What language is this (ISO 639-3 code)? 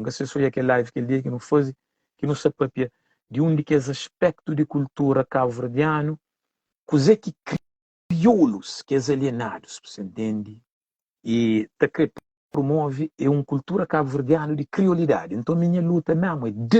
kea